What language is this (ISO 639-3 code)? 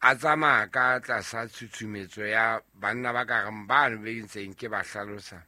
sot